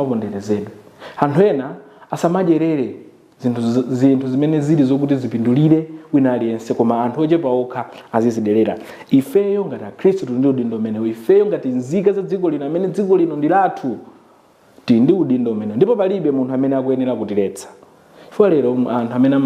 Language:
Nyanja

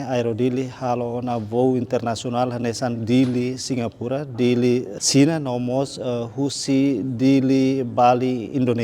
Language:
Tetum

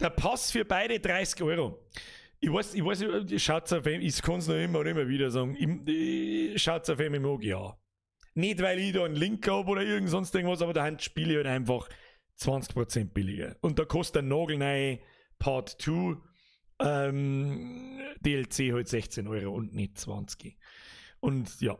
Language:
Bavarian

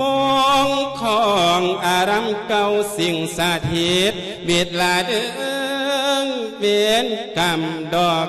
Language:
Lao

